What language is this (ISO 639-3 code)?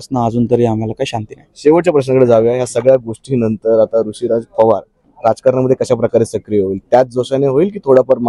mar